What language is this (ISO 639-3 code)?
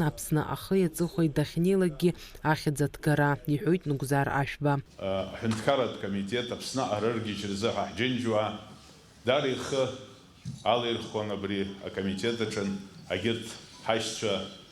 abk